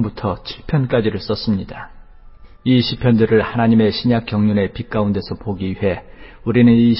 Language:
Korean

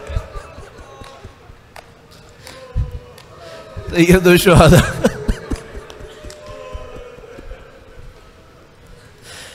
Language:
Urdu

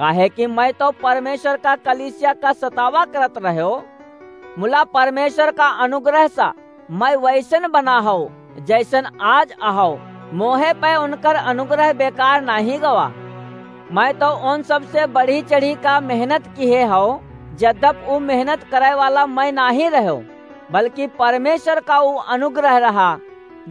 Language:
Awadhi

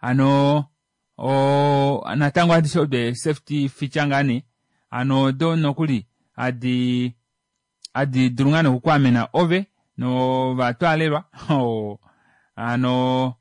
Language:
Kuanyama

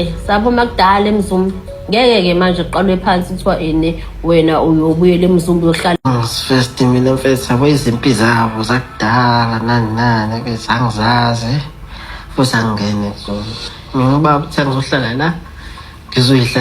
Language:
Zulu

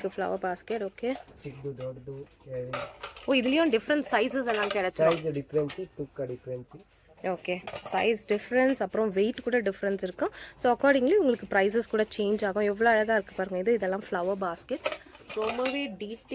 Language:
Tamil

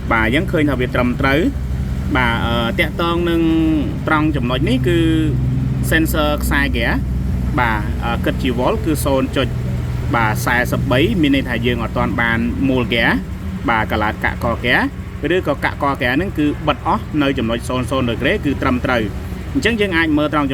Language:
Khmer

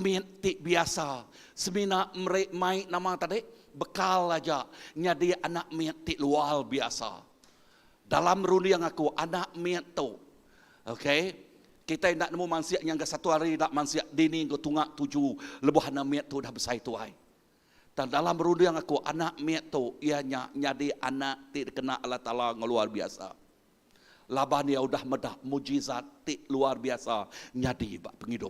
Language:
Iban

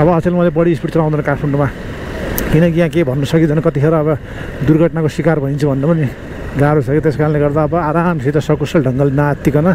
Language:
Nepali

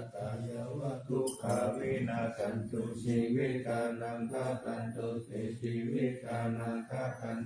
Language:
Pali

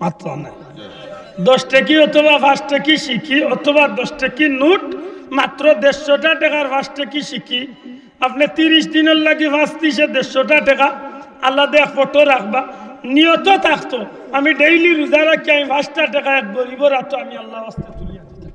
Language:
Sylheti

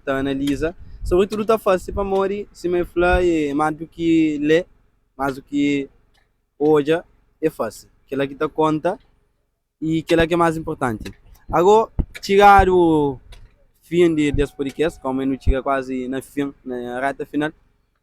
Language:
Kabuverdianu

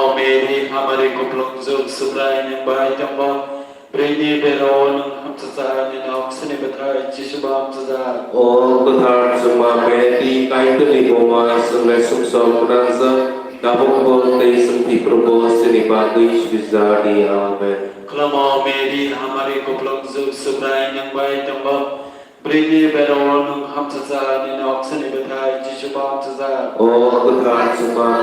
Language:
Kok Borok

